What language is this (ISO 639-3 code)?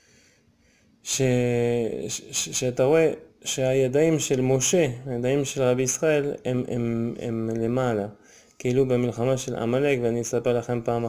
heb